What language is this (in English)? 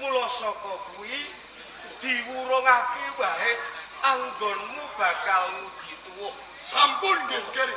Javanese